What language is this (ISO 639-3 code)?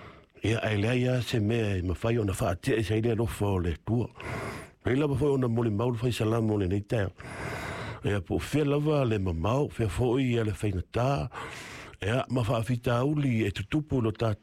smo